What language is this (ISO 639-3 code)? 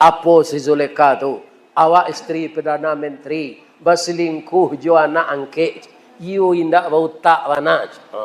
min